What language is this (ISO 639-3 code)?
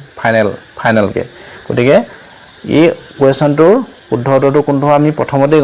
asm